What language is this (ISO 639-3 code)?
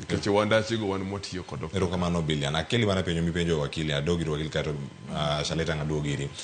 luo